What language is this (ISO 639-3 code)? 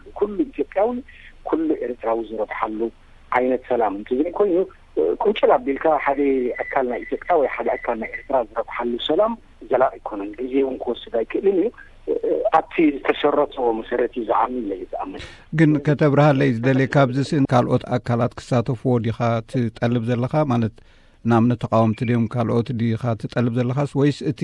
tir